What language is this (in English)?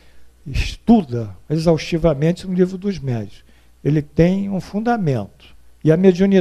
Portuguese